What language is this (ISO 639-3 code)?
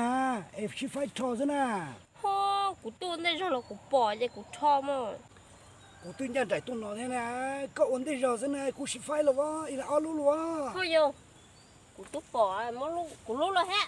hmn